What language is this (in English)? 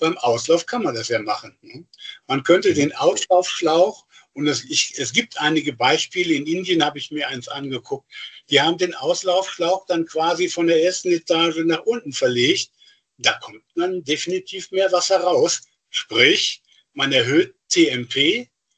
German